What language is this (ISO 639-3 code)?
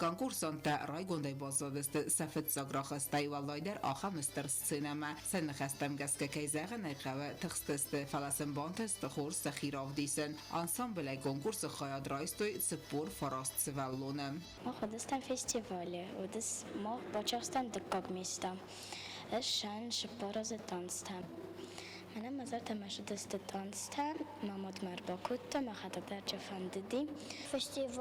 oss